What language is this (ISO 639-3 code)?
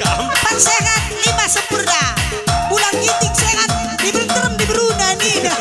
btx